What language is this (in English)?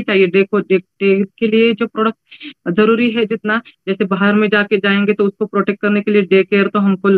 Hindi